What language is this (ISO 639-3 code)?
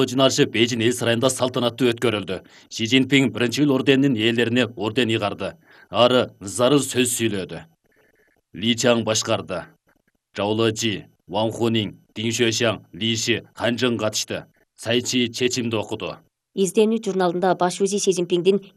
kir